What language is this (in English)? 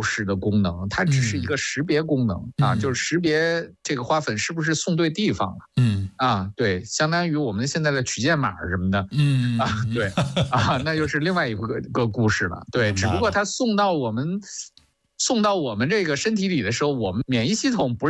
Chinese